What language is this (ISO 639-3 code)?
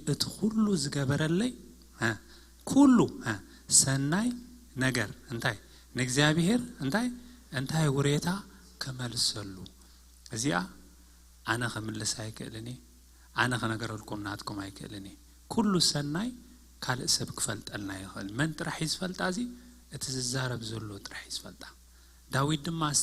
tir